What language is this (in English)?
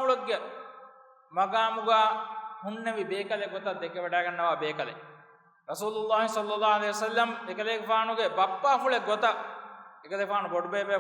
Divehi